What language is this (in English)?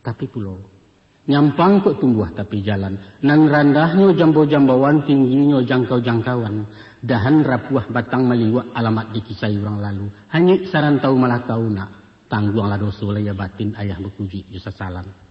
Minangkabau